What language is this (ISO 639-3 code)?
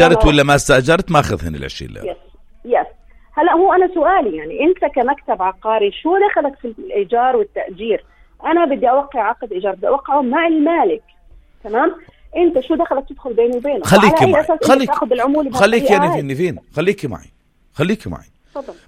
apc